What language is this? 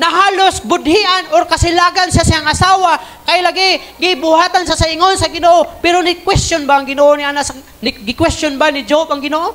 Cebuano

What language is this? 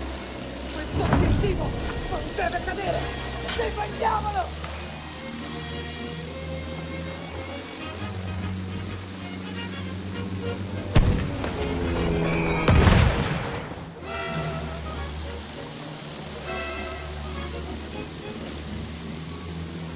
Italian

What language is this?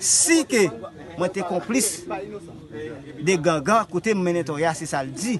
Haitian Creole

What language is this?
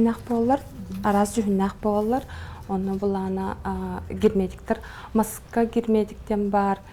Yakut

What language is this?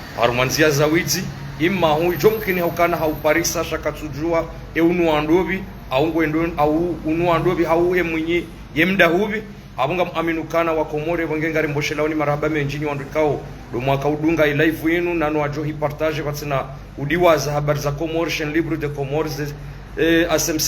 Ngazidja Comorian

